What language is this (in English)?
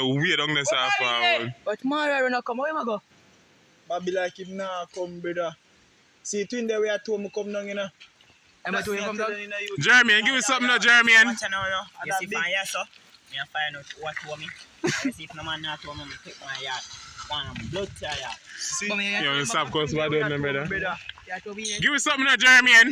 Jamaican Creole English